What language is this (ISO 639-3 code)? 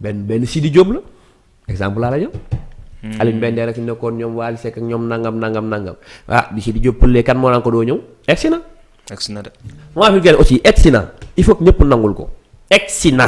wol